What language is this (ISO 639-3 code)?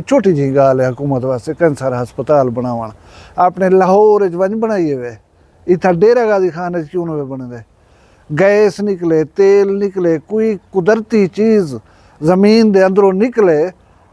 skr